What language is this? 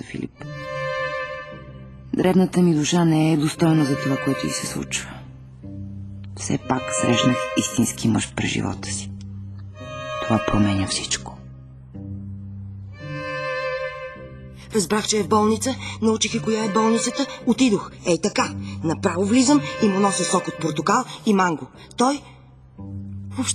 Bulgarian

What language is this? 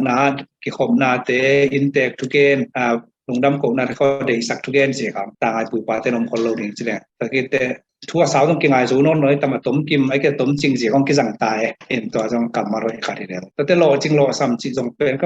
Tedim Chin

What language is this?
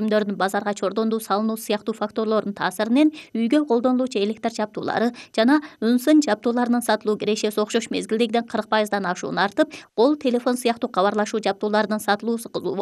Kyrgyz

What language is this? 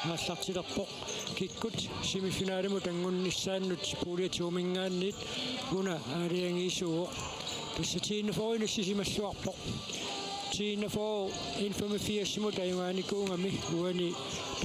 Kalaallisut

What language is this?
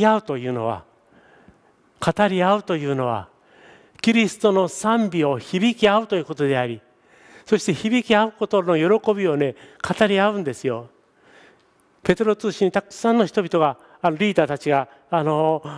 Japanese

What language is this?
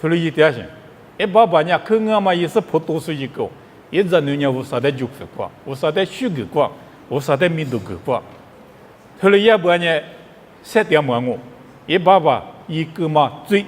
Lisu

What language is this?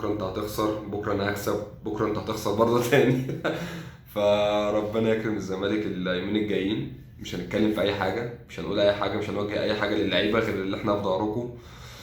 Egyptian Arabic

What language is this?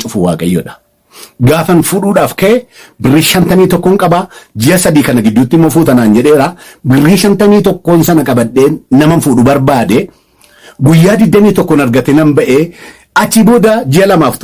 Oromo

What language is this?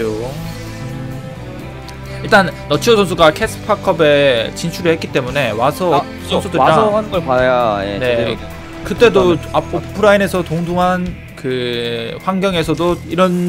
Korean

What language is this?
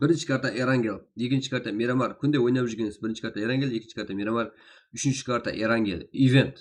Kara-Kalpak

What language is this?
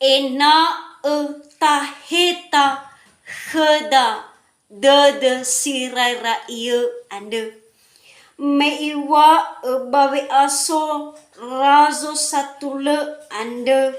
Nias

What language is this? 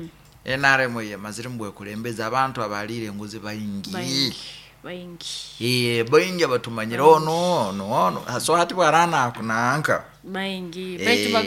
Nyoro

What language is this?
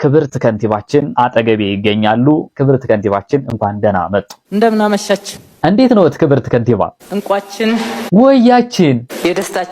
Amharic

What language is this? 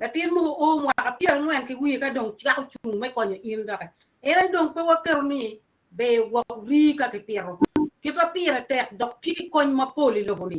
Acoli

